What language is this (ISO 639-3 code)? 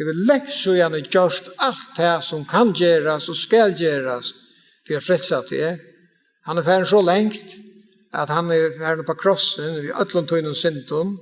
fao